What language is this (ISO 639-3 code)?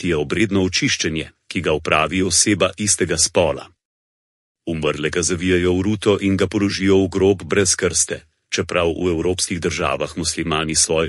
slv